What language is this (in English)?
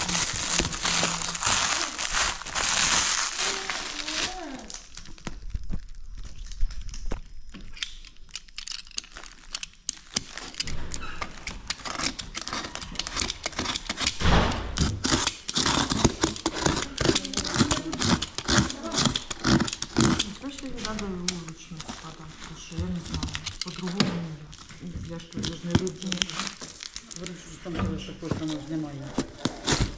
Ukrainian